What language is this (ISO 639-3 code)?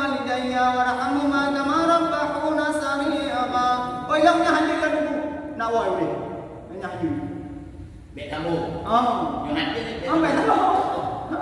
ace